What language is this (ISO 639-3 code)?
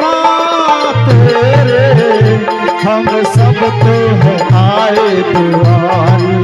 anp